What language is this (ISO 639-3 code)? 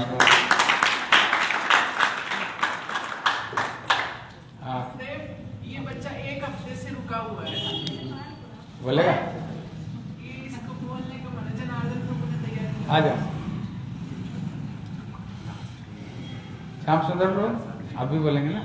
hin